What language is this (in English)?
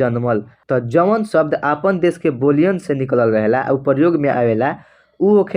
Bhojpuri